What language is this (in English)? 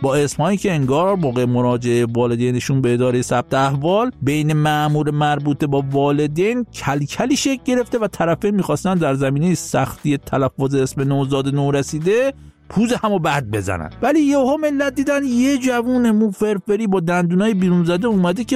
Persian